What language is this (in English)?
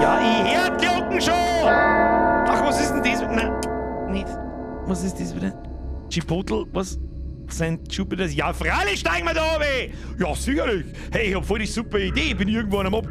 Bavarian